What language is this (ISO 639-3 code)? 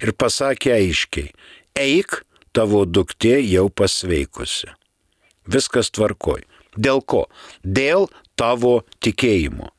lit